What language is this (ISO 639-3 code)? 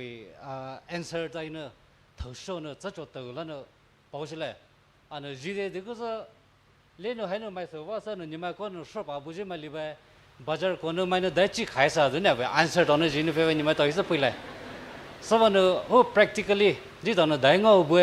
pmx